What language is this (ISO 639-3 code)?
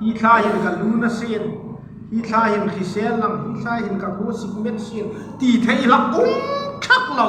hmr